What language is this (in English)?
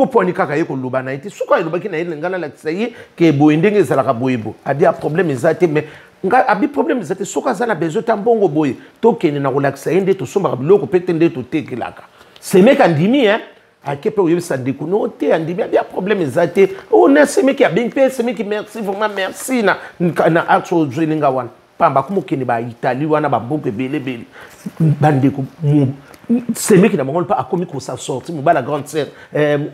Lingala